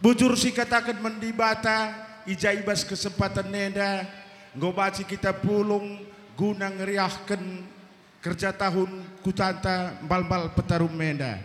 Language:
Batak Karo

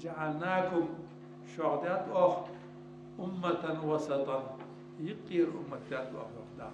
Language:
Ingush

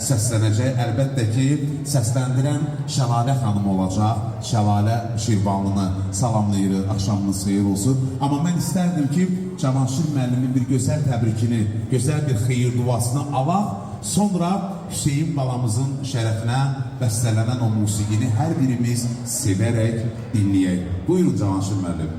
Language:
Azerbaijani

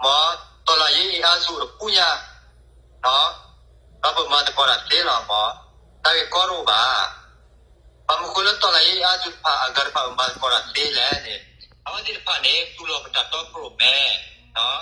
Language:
S'gaw Karen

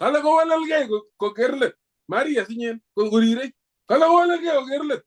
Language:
Kalenjin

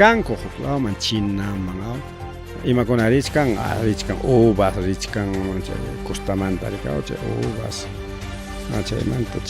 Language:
Ayacucho Quechua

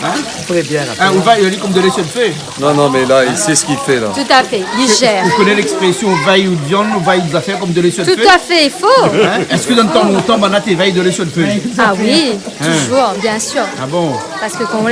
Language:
Réunion Creole French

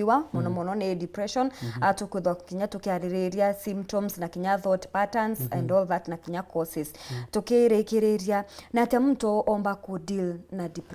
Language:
Meru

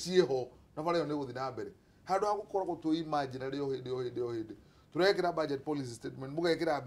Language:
Kikuyu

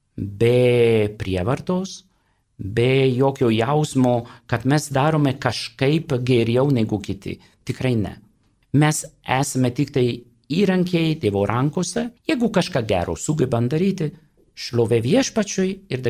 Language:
Lithuanian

